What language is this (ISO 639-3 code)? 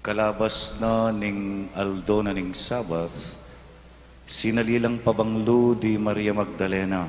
pam